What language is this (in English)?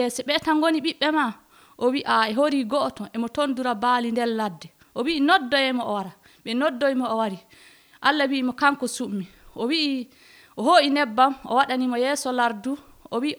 Nigerian Fulfulde